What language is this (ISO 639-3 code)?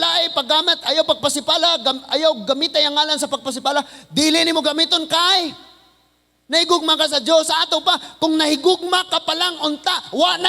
ceb